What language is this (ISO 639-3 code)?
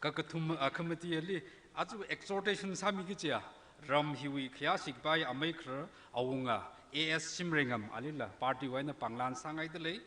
nmf